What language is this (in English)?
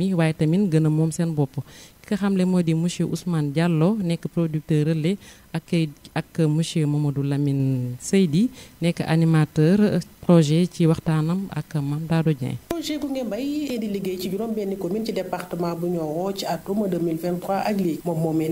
Wolof